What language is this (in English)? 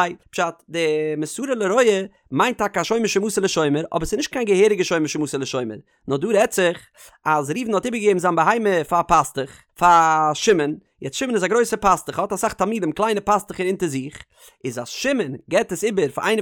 Yiddish